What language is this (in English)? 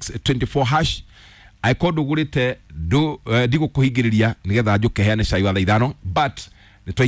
Kikuyu